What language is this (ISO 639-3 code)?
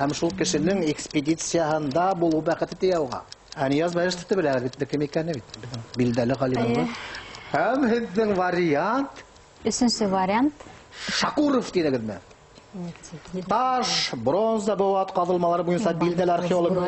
bak